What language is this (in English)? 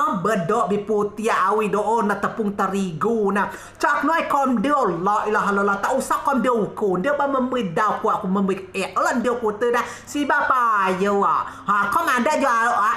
Rejang